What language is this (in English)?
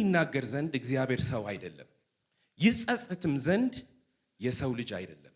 Amharic